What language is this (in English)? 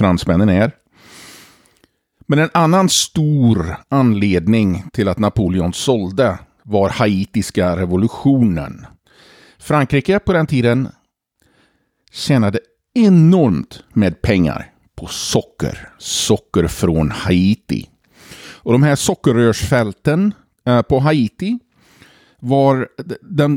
Swedish